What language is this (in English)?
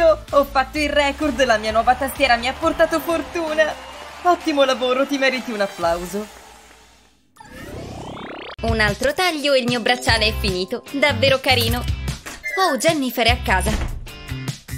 Italian